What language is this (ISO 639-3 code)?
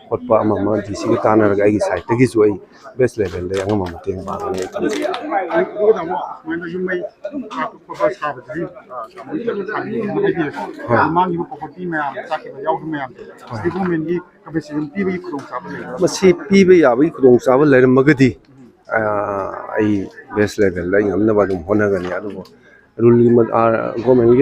mni